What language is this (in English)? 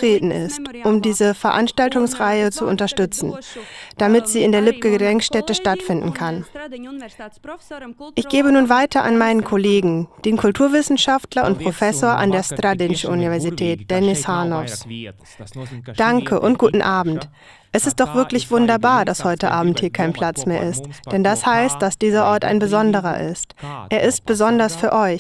German